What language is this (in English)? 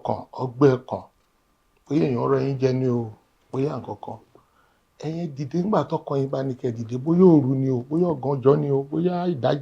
Yoruba